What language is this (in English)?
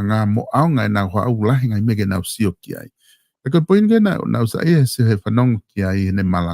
Tongan